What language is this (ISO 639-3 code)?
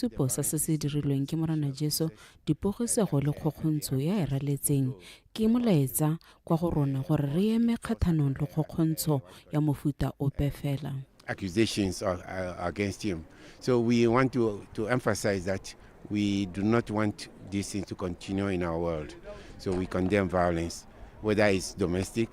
tsn